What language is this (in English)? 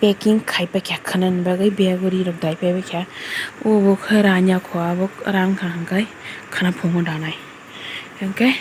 Kok Borok